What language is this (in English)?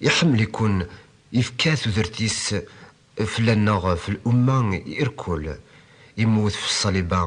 Kabyle